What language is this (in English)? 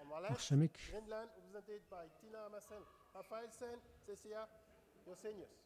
Kalaallisut